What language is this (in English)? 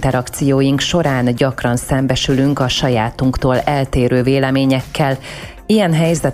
Hungarian